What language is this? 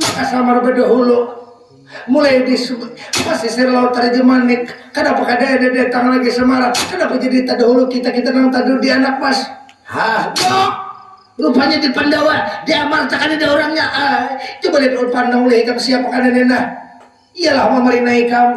Banjar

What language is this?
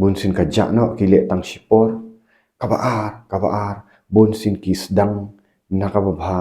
Khasi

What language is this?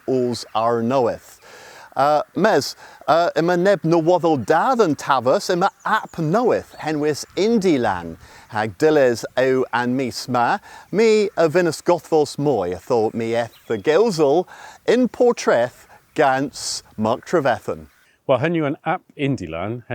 Cornish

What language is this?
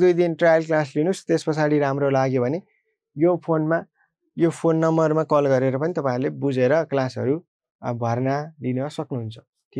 Nepali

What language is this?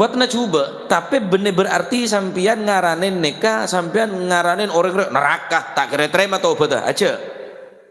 Madurese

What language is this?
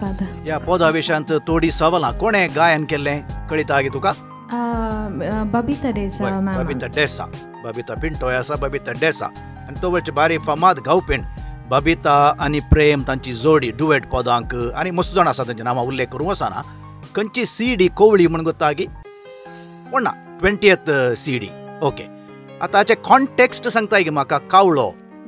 Konkani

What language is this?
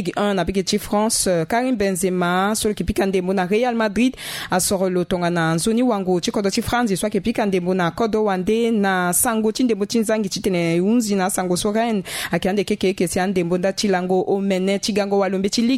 Sango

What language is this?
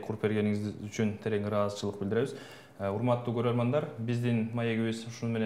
Kyrgyz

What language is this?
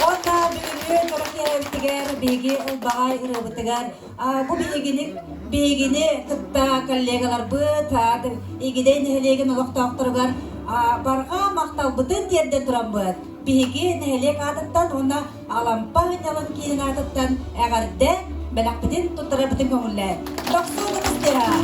Yakut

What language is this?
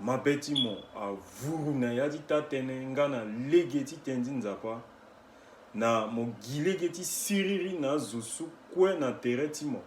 Sango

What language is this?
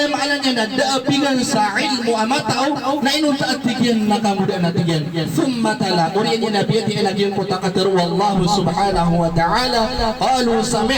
Maranao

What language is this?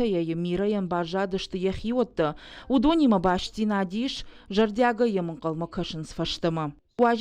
Ossetic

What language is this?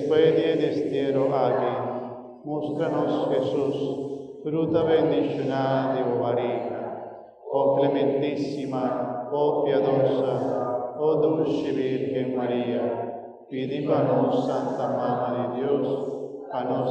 Papiamento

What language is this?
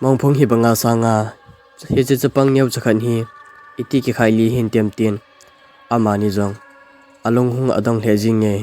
Thado Chin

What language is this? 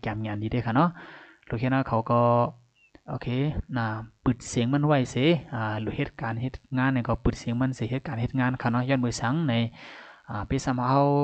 Shan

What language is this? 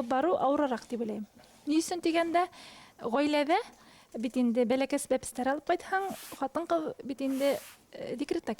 Bashkir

